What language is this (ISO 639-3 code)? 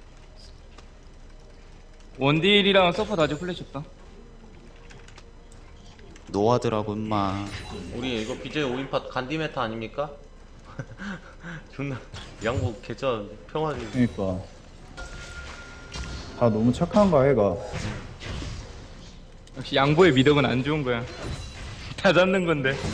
kor